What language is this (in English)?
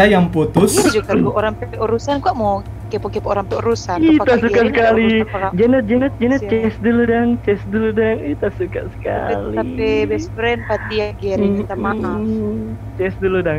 Manado Malay